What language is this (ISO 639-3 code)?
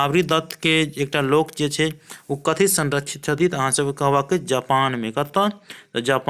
mai